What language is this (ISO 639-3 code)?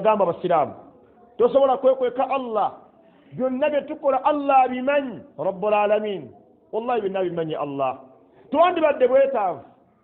lug